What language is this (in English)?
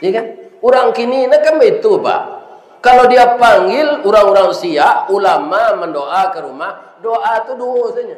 Minangkabau